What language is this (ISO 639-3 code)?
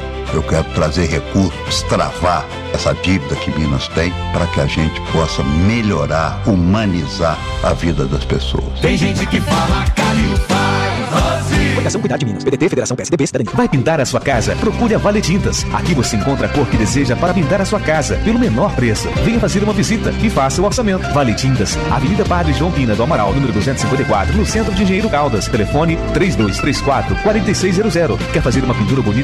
por